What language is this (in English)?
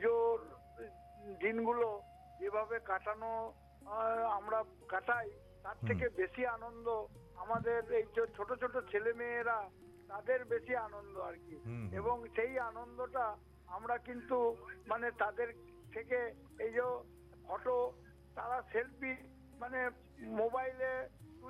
Bangla